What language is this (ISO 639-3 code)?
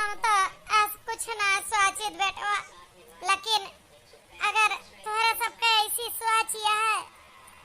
awa